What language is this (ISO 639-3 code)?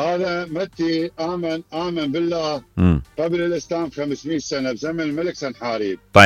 acm